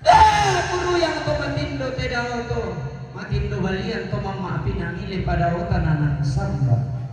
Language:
Toraja-Sa'dan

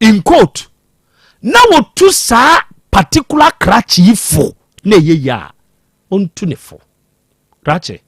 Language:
Akan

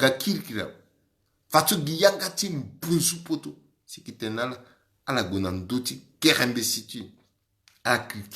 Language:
Sango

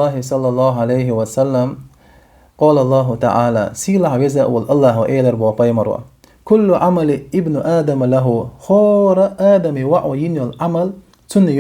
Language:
Chechen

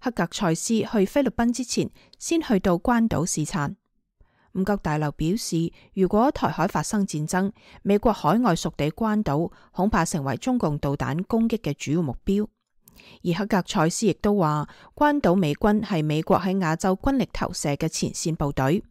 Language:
Cantonese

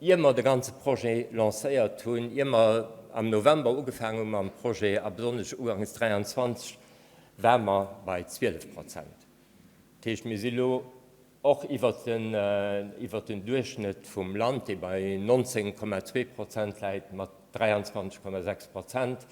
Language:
Luxembourgish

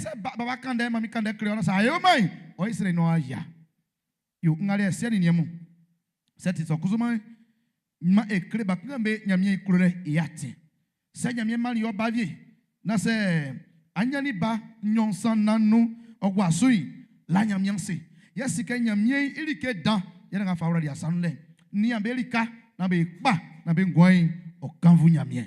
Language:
Baoulé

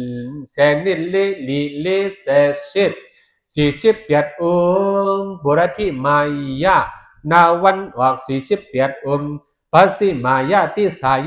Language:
Shan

